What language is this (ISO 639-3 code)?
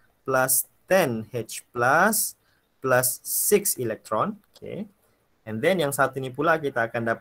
msa